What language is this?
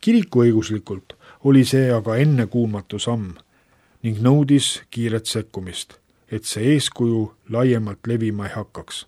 Estonian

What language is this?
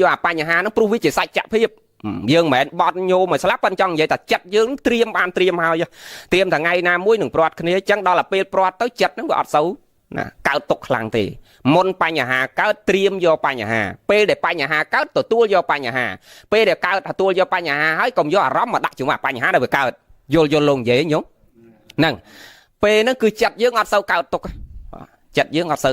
Khmer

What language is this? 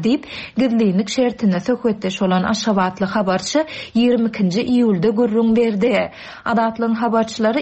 Turkmen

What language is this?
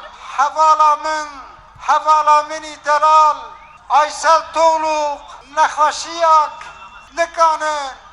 Kurdish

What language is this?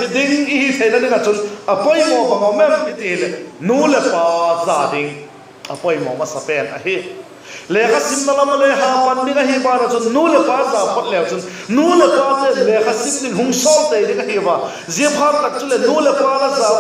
Vaiphei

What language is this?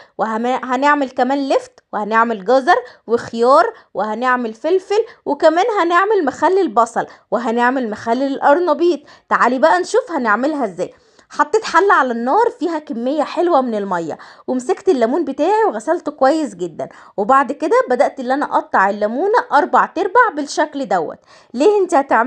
Egyptian Arabic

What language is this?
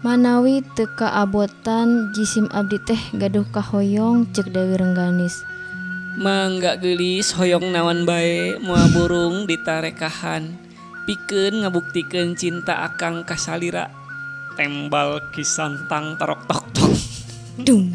Sundanese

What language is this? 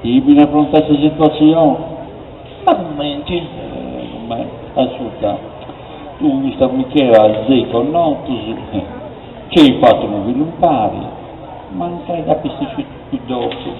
Sardinian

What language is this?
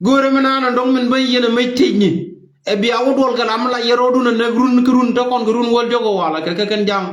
Nuer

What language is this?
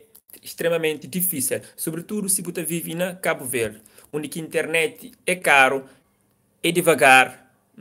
Kabuverdianu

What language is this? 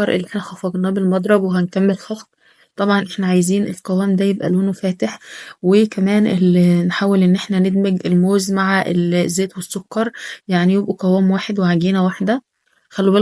Egyptian Arabic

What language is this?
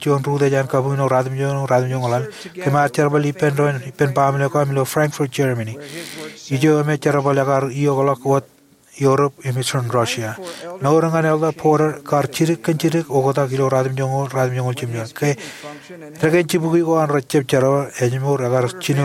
Marshallese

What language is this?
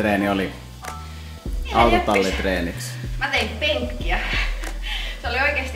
Finnish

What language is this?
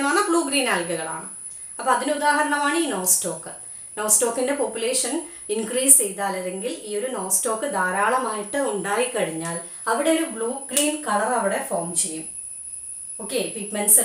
Malayalam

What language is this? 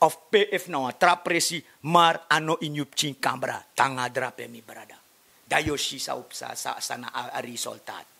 Sranan Tongo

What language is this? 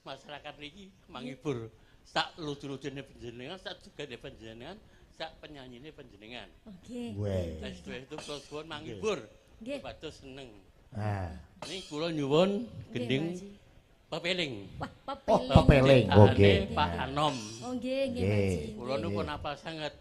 Javanese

